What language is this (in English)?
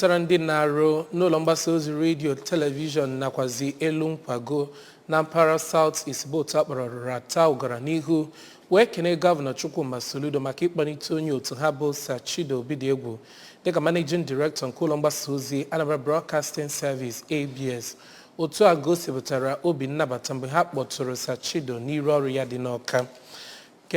Igbo